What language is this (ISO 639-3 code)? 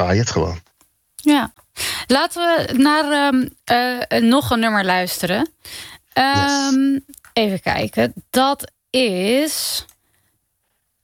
nld